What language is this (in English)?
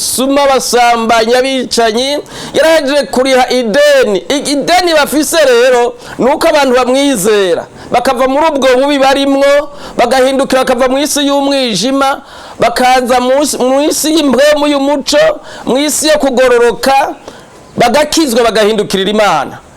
Rundi